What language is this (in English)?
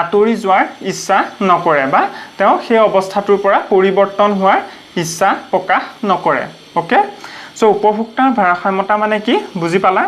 Assamese